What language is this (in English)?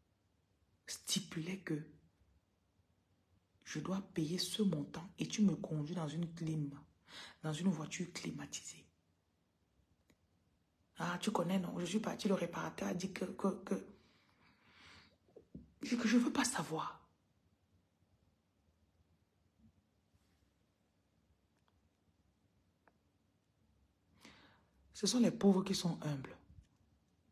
French